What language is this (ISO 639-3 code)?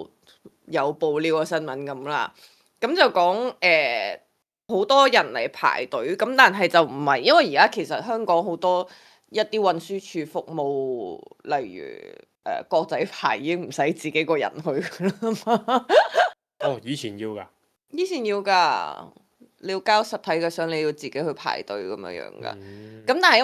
yue